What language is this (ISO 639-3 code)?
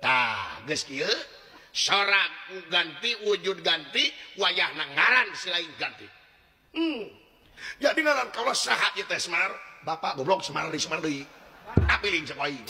sun